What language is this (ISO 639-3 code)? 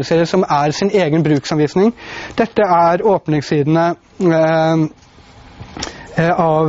nor